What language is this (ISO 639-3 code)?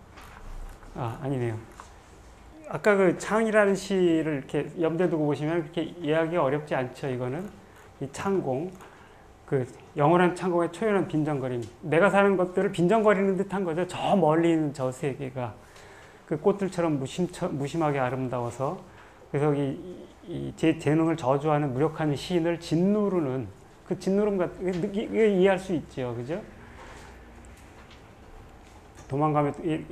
kor